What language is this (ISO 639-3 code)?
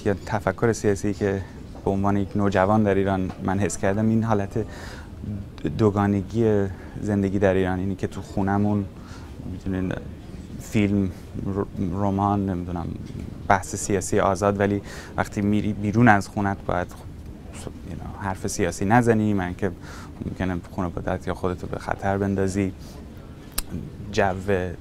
fas